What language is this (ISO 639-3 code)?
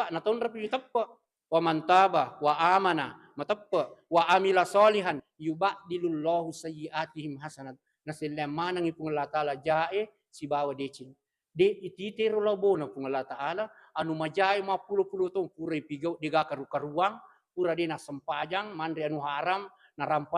bug